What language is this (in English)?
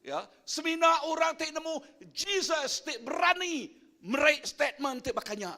Iban